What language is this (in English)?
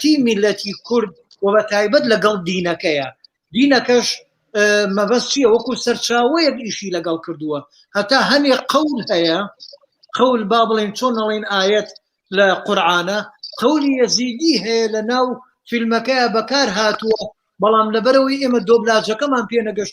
Central Kurdish